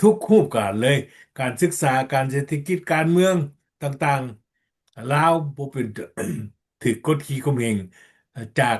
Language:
Lao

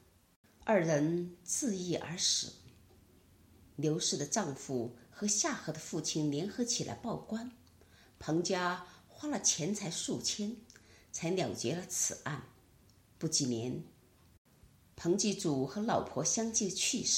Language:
Chinese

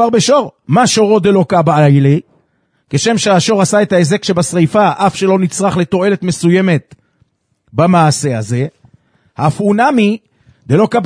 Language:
Hebrew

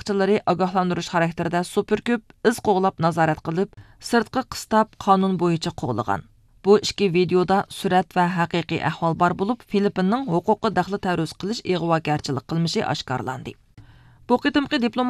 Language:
Uyghur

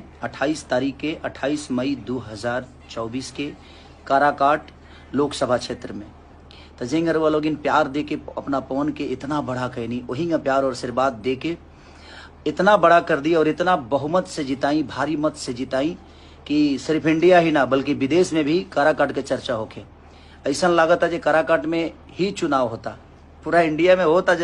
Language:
Bhojpuri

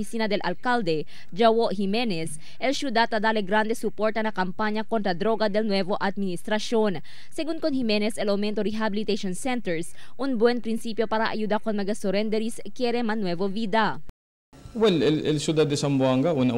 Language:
Chavacano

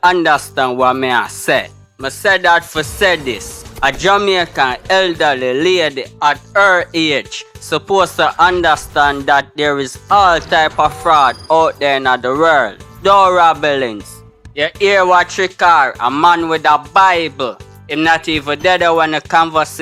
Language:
Jamaican Creole English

